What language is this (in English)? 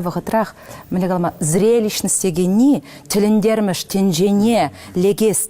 Chuvash